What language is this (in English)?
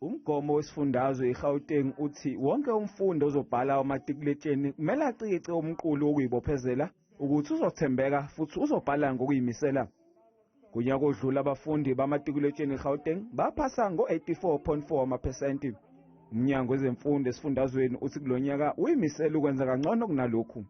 Zulu